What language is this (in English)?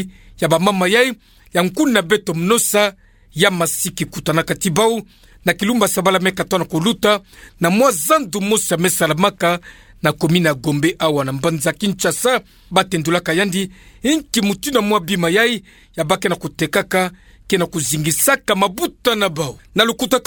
Kituba (Democratic Republic of Congo)